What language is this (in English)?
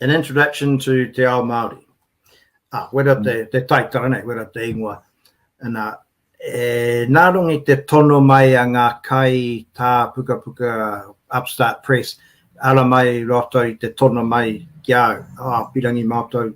Māori